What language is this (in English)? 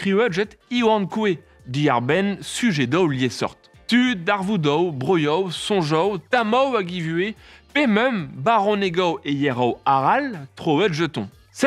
Breton